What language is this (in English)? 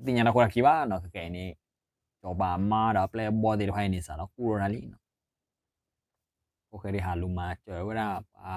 S'gaw Karen